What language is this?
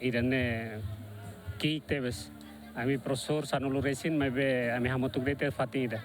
Tetum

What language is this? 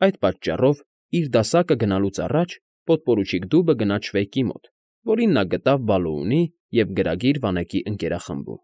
Armenian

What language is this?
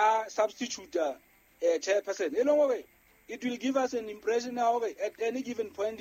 Southern Sotho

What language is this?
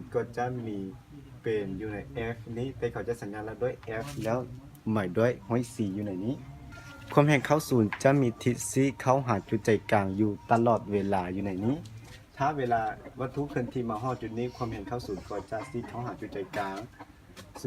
Lao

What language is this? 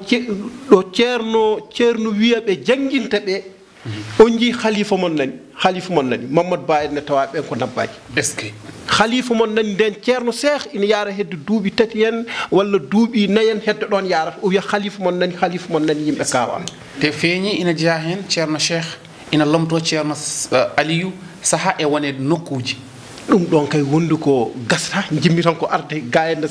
Fula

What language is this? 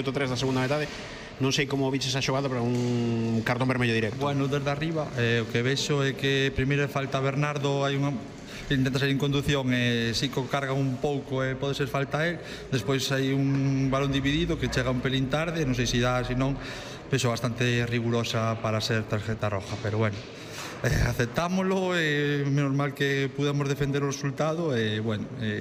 Galician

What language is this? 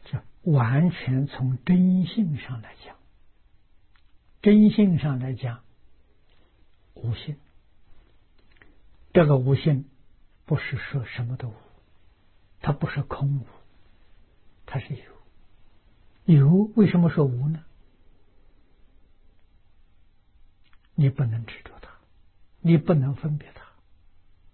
Chinese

